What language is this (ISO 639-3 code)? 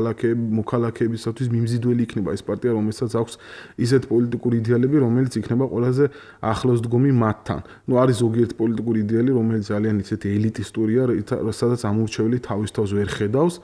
kat